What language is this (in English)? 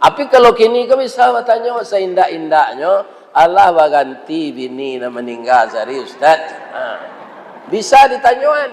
Minangkabau